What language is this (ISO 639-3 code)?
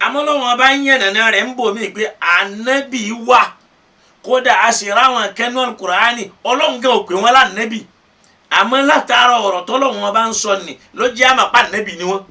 yor